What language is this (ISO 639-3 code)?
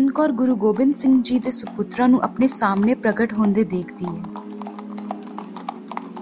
pan